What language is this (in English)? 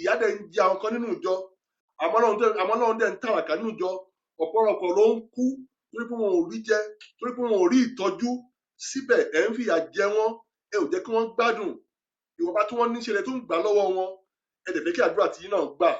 Yoruba